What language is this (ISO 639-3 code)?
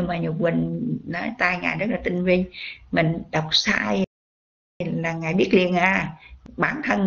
vie